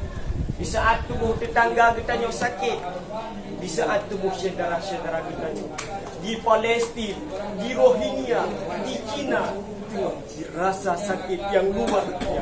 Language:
Achinese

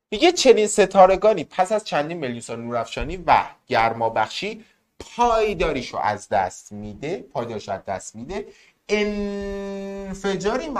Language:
Persian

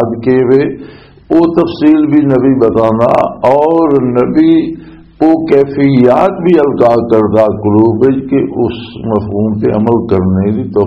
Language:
Western Panjabi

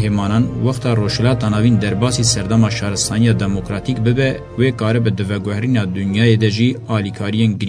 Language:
Kurdish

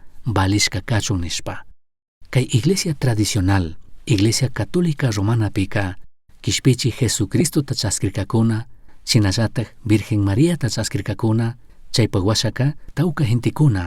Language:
Chimborazo Highland Quichua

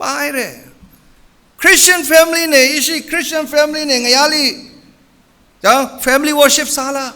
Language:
Tangkhul Naga (India)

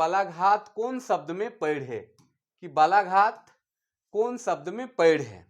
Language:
Sadri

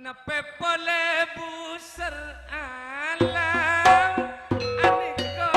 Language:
Madurese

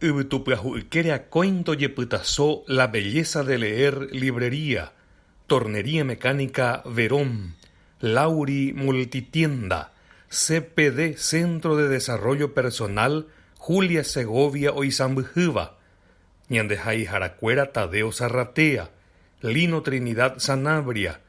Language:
Guarani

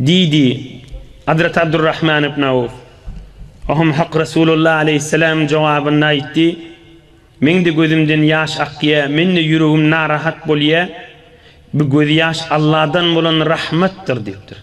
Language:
Turkmen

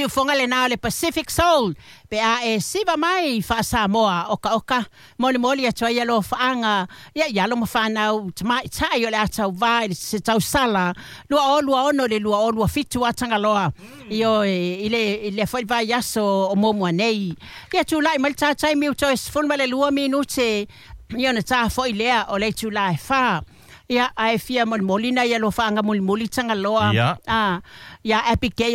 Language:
Samoan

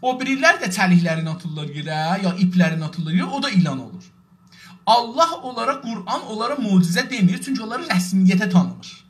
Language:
South Azerbaijani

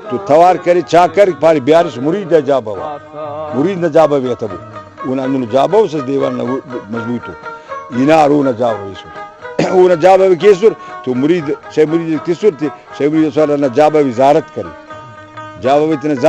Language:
Brahui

